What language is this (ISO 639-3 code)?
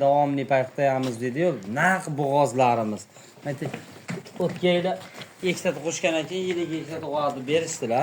uzb